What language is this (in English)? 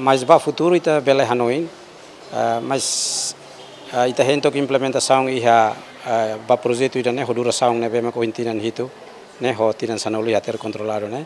Tetum